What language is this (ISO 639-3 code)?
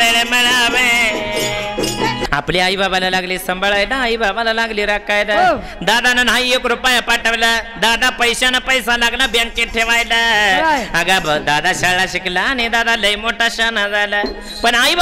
mar